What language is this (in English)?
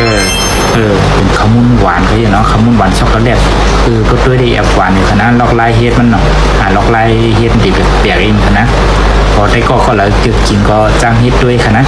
Shan